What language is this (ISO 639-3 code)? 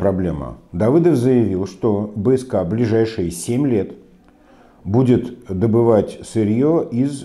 rus